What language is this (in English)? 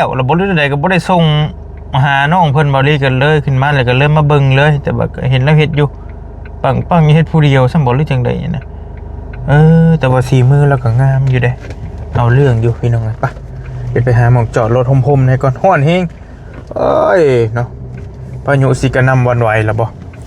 Northeastern Thai